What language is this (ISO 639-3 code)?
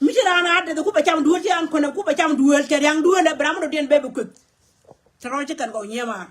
nus